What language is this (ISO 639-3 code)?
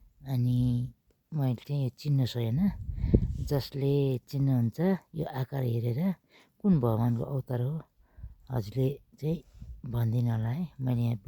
nep